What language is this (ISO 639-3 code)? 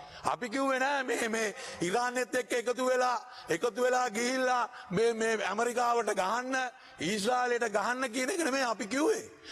sin